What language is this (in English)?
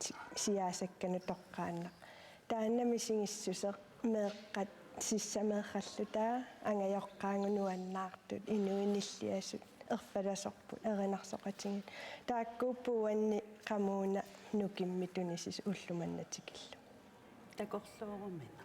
Kalaallisut